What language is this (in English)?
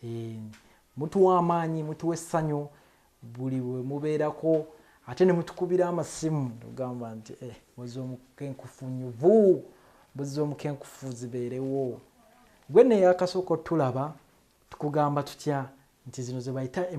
Ganda